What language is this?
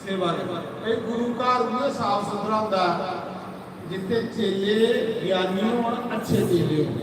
Dogri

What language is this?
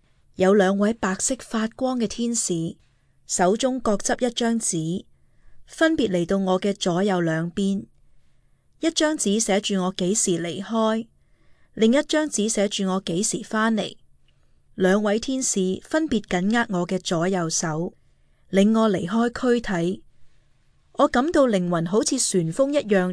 Cantonese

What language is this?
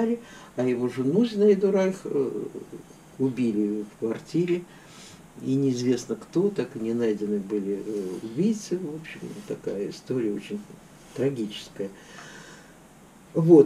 Russian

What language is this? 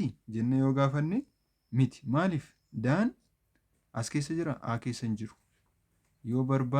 Oromo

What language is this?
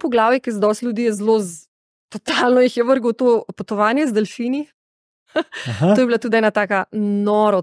Slovenian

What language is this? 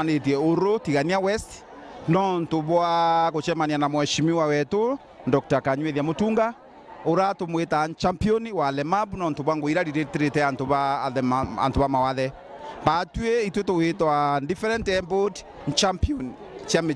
Meru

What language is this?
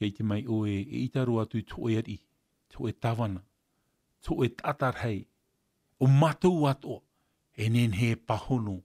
Tahitian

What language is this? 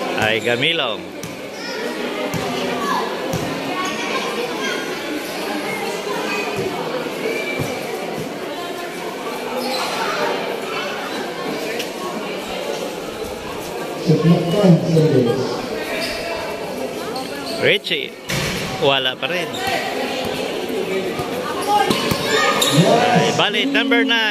Filipino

